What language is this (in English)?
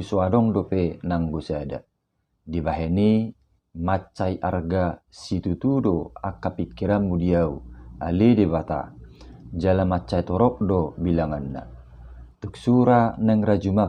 Batak Toba